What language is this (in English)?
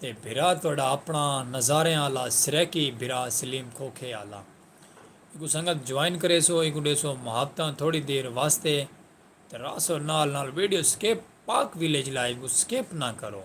Saraiki